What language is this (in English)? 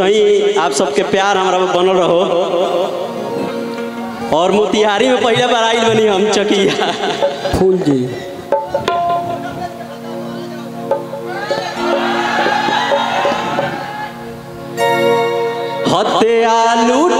Bhojpuri